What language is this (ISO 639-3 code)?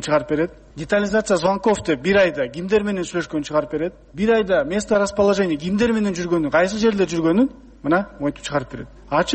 kir